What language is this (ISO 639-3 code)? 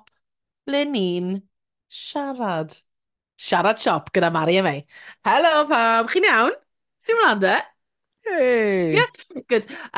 cym